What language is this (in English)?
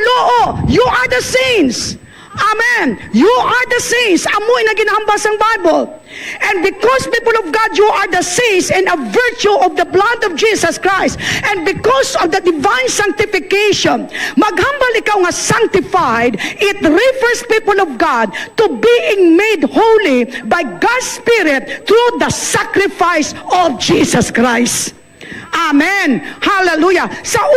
Hiligaynon